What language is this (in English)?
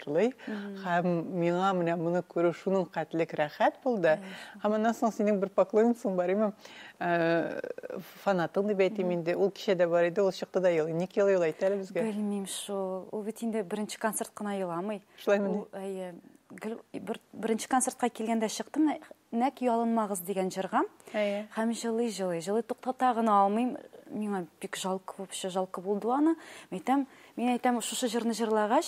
Tatar